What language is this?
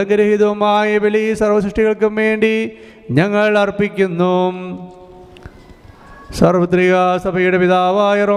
Malayalam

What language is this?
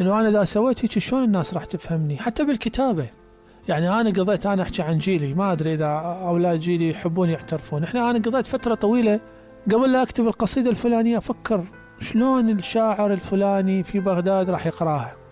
Mesopotamian Arabic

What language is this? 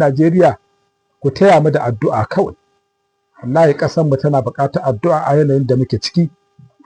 Hausa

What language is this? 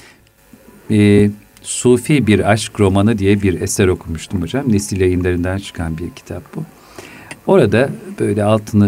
Turkish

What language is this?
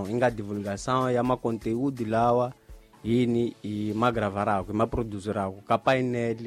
Tsonga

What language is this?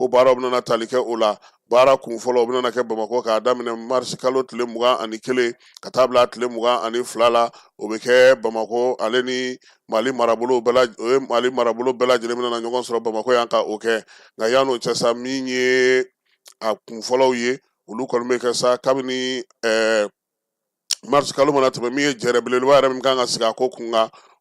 Bambara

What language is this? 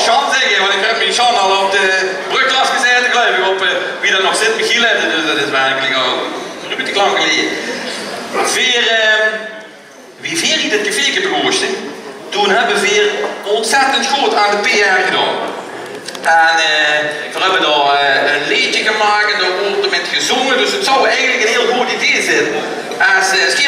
Limburgish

